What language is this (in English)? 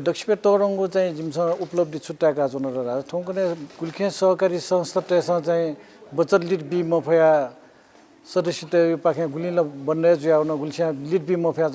Newari